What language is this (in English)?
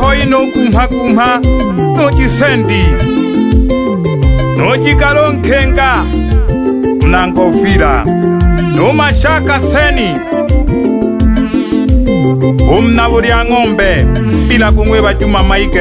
Swahili